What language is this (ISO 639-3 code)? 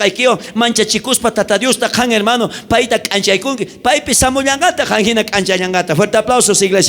quh